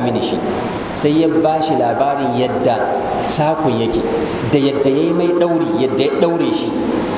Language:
Hausa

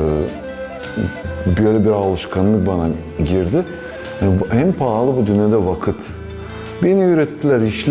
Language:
Gagauz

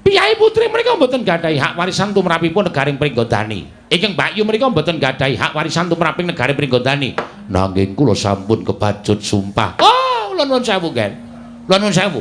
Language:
Javanese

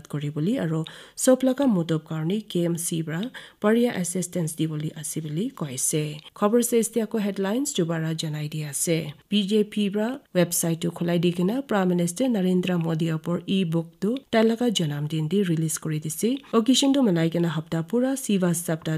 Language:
Naga Pidgin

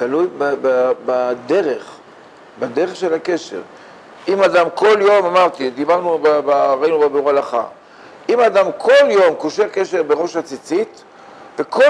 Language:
Hebrew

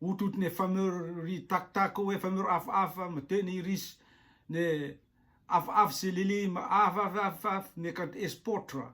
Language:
Rotuman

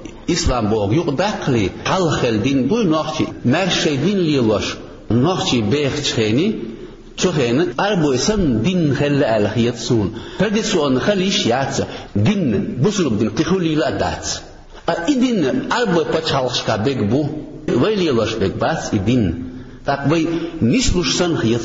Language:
Chechen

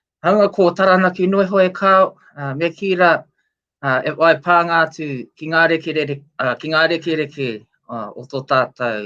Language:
Māori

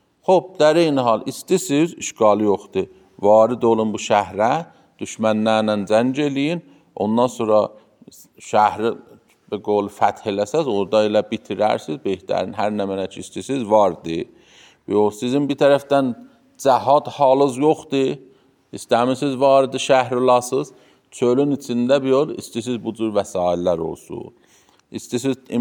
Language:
Azerbaijani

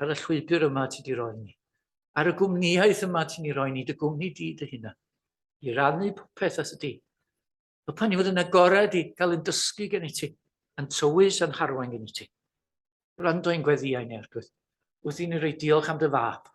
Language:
Welsh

